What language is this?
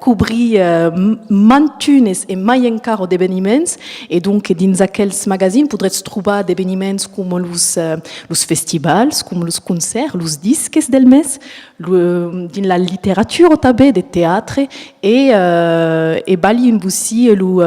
Occitan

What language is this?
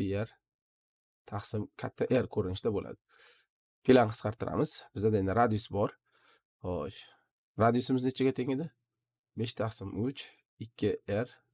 Uzbek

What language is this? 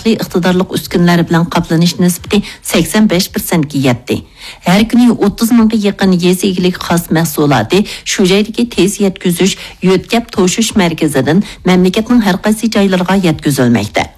Uyghur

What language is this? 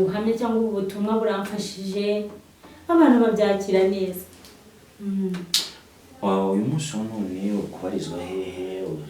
Kinyarwanda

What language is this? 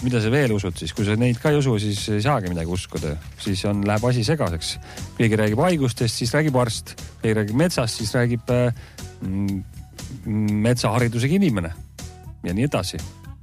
Estonian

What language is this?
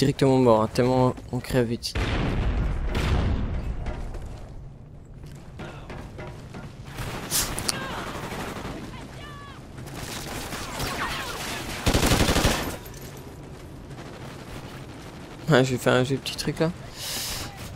French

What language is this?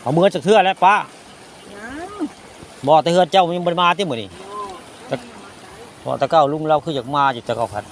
Northeastern Thai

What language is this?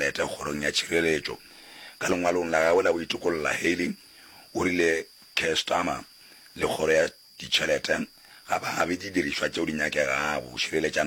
Northern Sotho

